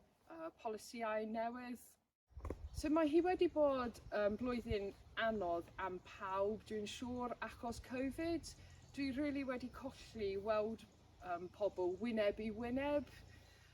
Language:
Welsh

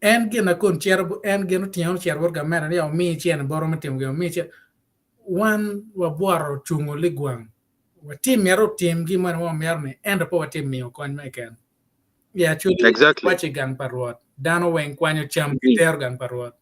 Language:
Acoli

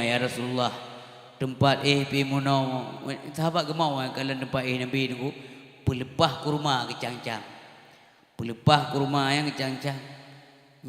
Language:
Achinese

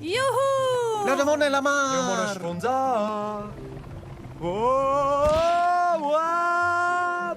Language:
Romansh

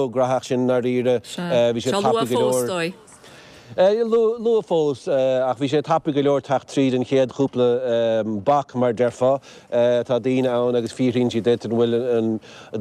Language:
Irish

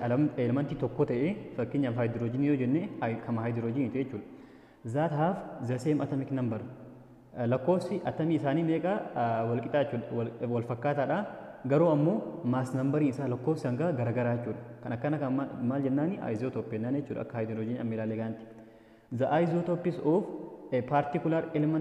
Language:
Oromo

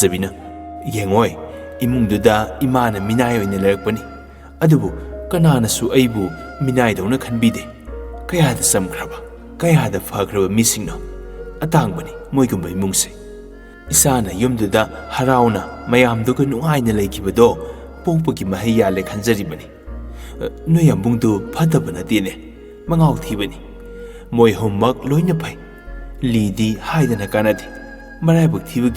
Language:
Manipuri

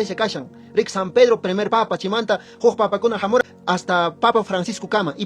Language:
Quechua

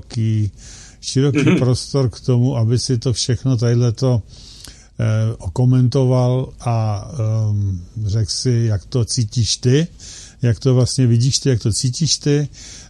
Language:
Czech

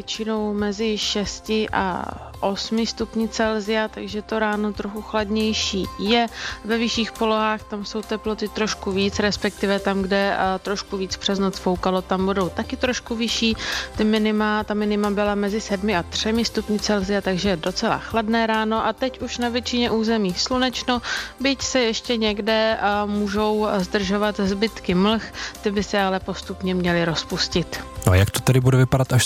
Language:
Czech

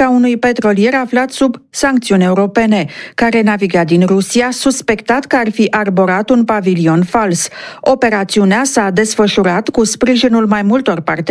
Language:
Romanian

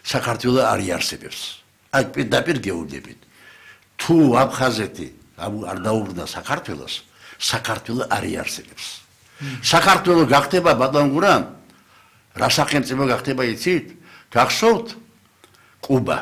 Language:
Georgian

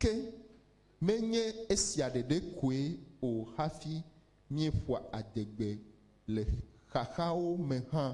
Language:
Ewe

